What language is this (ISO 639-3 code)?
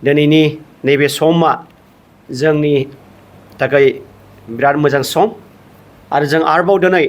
brx